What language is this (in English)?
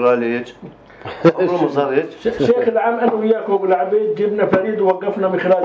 North Levantine Arabic